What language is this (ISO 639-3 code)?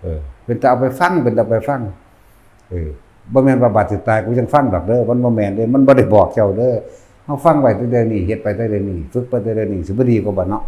tts